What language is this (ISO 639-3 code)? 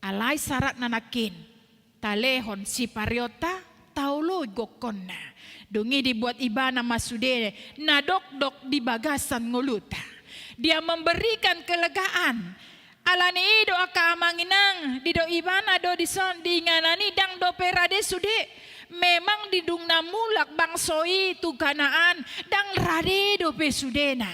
bbc